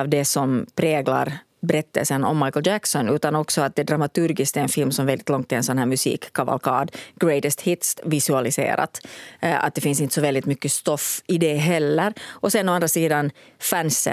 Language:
Swedish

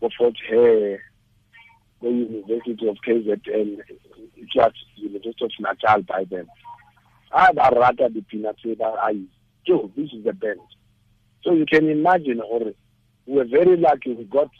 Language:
Tswana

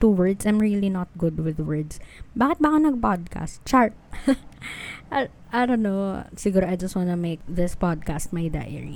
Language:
Filipino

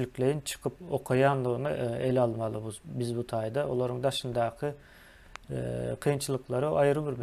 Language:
Turkmen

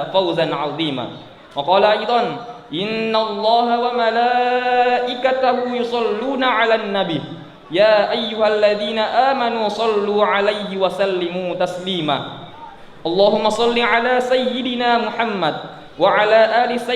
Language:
Buginese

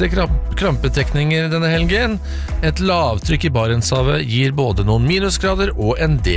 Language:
Norwegian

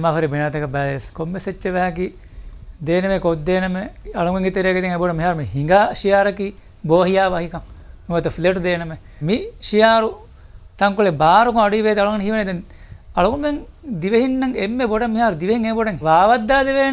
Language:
Divehi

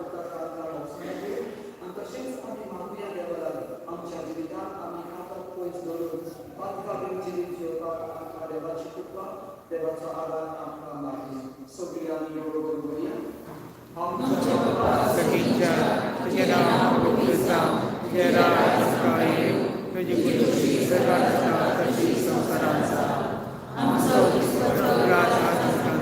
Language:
Konkani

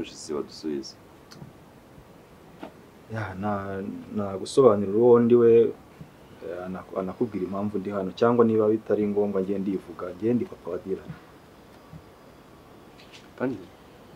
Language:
Kinyarwanda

